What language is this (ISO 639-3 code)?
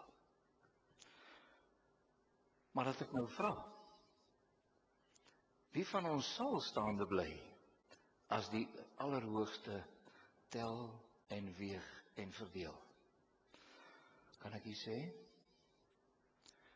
afr